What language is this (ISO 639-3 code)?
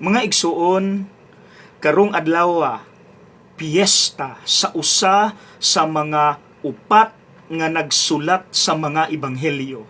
ceb